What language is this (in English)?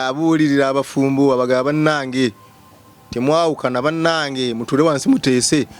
Ganda